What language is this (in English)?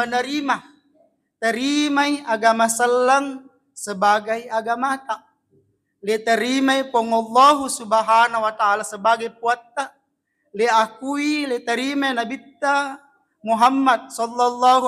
Buginese